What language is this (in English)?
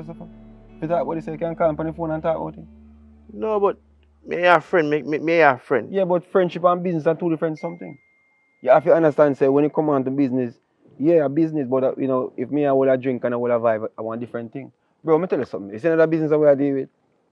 Jamaican Creole English